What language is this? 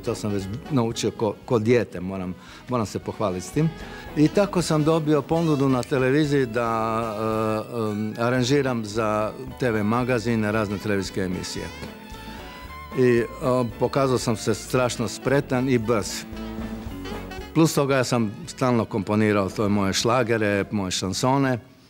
Croatian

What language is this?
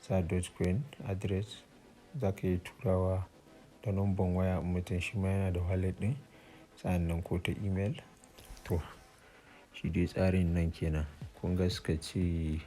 Hausa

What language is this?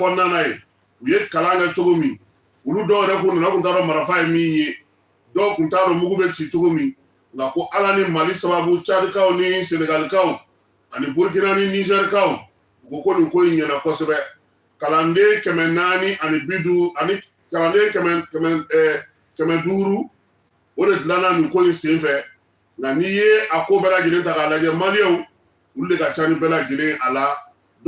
Bambara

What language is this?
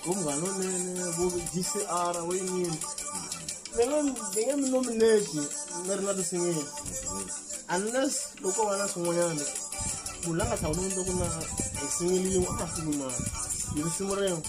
Tsonga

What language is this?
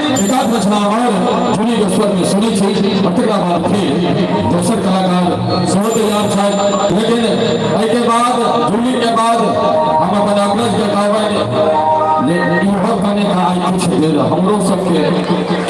Maithili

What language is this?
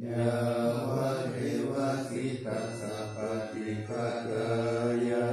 Pali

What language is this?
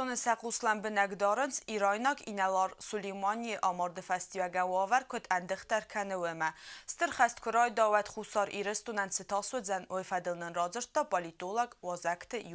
Ossetic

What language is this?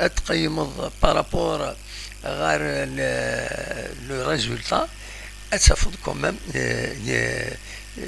Kabyle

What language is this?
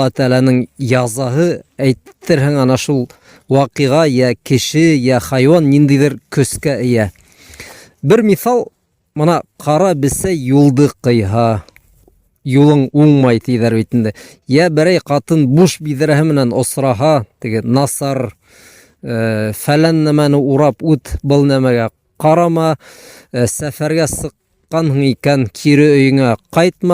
Bashkir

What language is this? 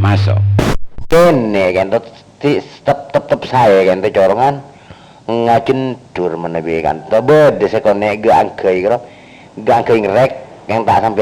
Madurese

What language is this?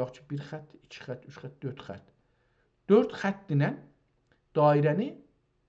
South Azerbaijani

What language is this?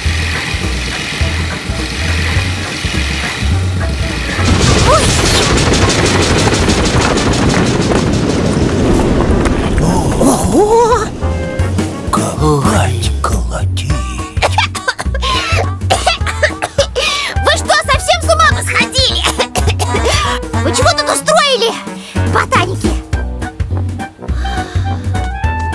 Russian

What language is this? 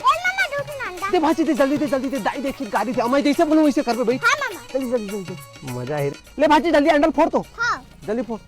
Chhattisgarhi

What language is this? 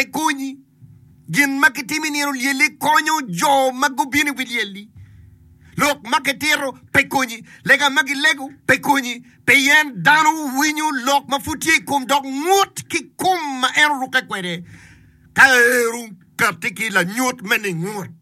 Acoli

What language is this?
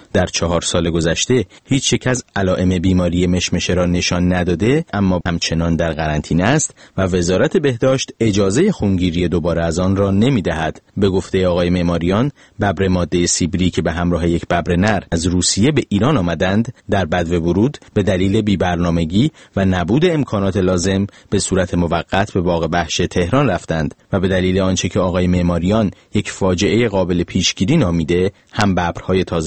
Persian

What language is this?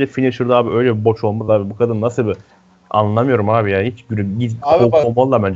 Turkish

